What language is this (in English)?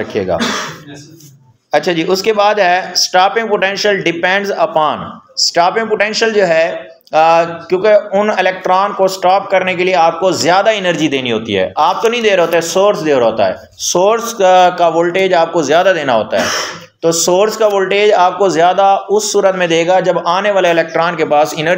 Hindi